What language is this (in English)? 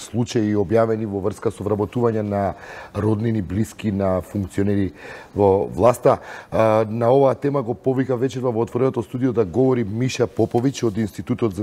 Macedonian